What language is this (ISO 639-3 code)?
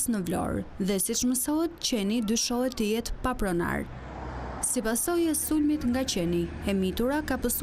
sqi